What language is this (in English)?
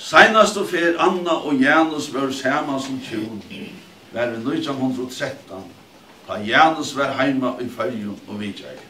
Faroese